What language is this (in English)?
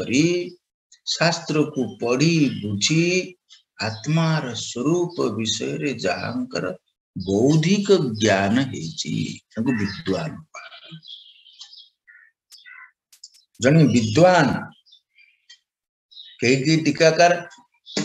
Odia